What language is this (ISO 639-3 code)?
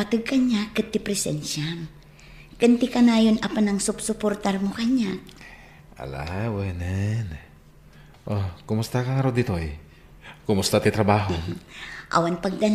ilo